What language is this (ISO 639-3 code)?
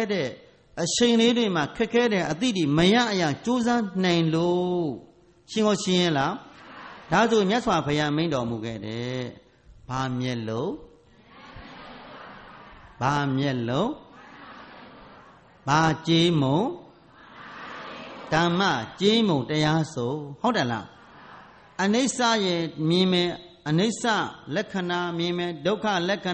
mya